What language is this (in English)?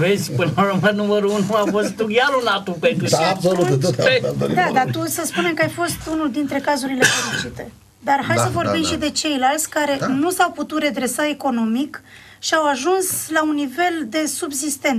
Romanian